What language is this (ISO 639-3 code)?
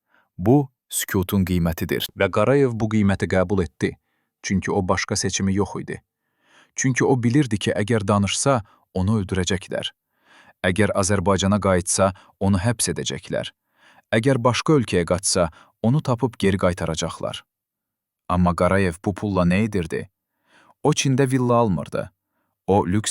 aze